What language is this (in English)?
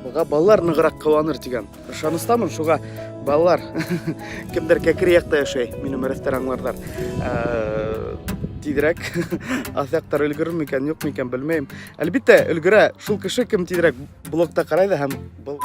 Bashkir